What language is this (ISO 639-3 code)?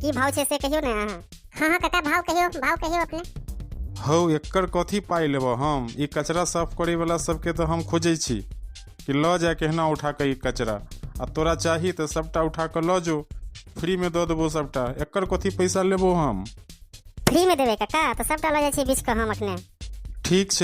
mai